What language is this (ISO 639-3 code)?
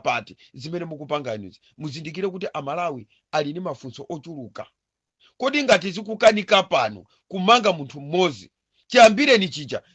nya